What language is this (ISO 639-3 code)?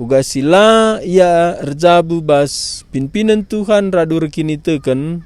btx